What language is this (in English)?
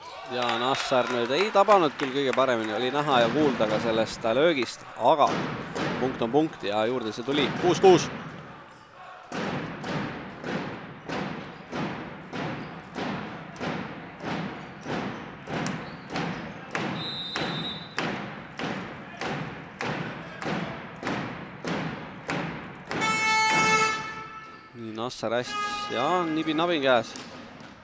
Estonian